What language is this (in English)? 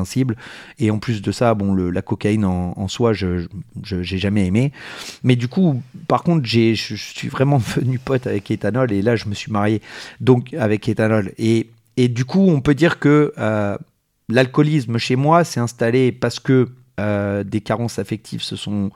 French